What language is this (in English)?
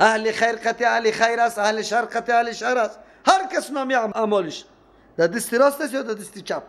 Persian